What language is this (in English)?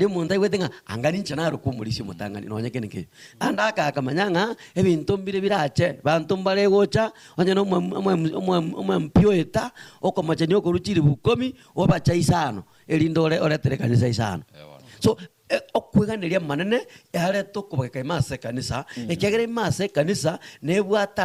Gusii